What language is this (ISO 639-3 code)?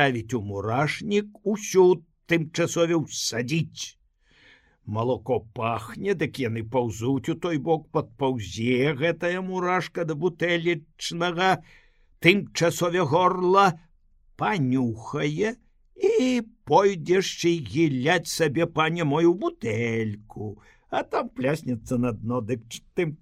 bel